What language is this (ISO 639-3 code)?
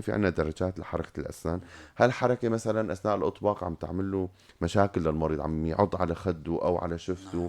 apc